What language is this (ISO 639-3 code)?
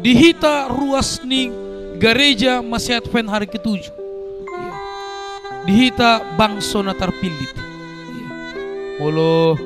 bbc